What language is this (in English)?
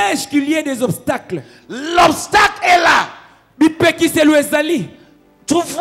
French